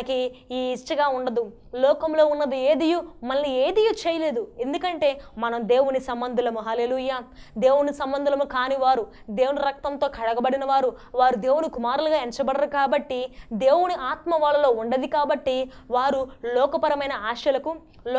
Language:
Telugu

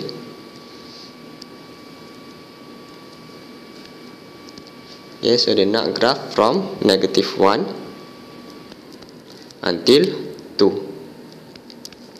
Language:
Malay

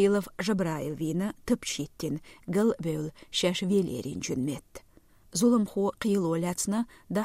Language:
Chechen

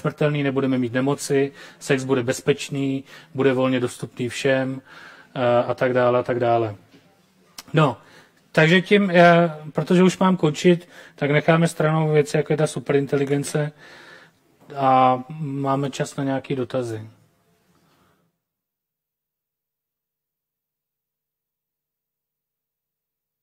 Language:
Czech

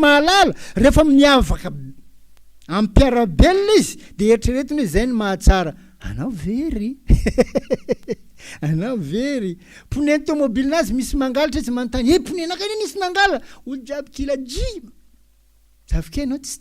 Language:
Malagasy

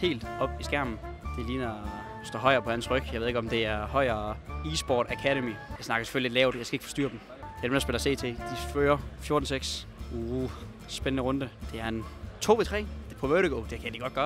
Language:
Danish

